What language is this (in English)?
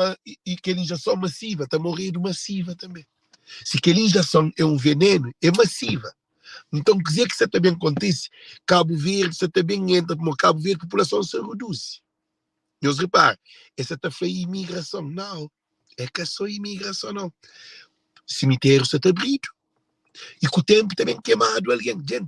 Kabuverdianu